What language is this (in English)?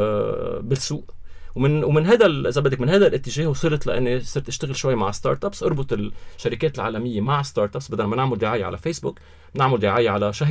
North Levantine Arabic